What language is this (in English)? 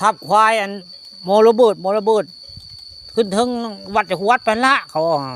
Northeastern Thai